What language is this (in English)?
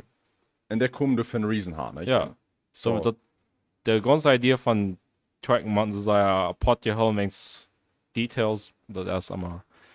Plautdietsch